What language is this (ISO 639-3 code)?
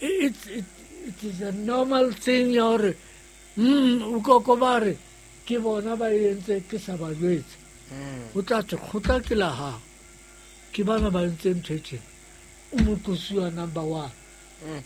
sot